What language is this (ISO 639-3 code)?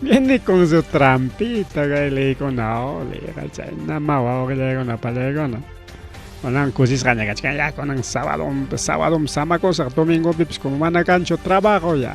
quy